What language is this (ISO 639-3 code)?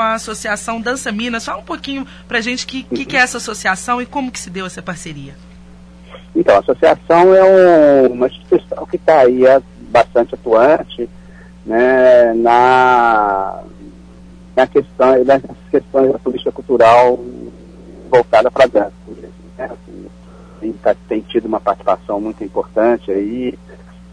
por